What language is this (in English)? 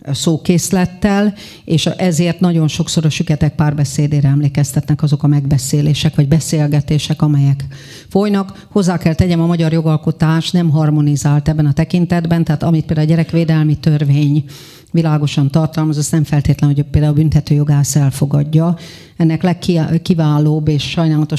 Hungarian